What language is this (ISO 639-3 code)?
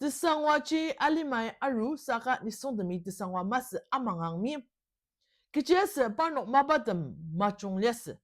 njo